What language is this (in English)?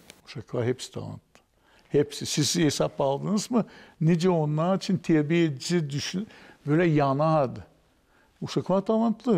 Gagauz